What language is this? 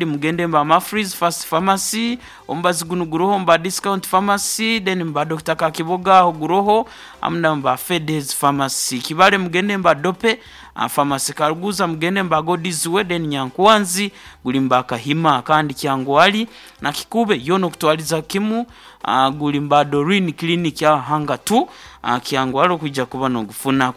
Nyoro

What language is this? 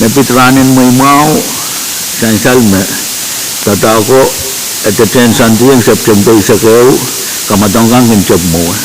Pohnpeian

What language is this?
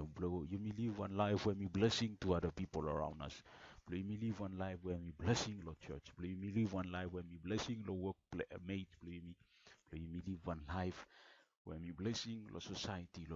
Bislama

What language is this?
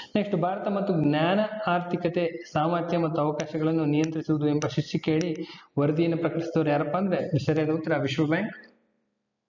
Kannada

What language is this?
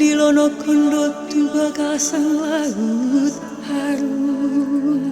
Batak Toba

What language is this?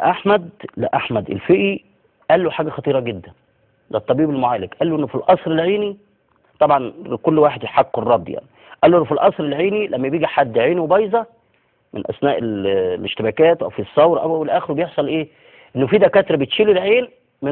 Egyptian Arabic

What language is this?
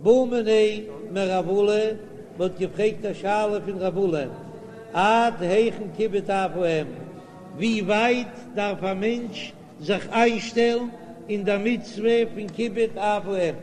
Yiddish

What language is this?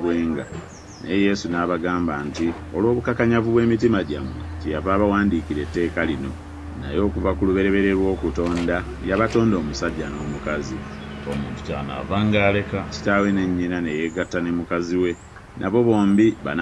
Ganda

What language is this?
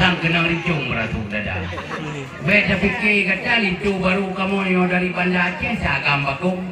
Achinese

